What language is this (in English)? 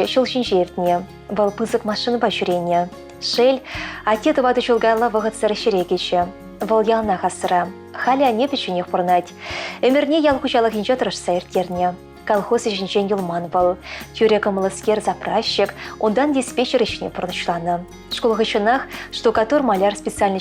Chuvash